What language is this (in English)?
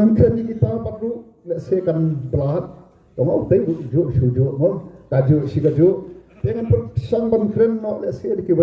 Khasi